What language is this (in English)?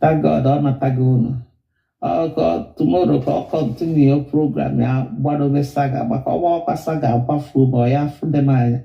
Igbo